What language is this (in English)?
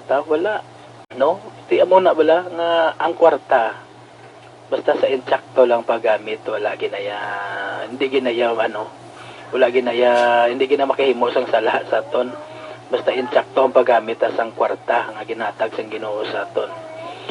Hiligaynon